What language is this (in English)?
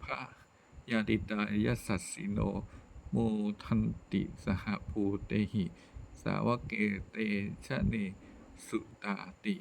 Pali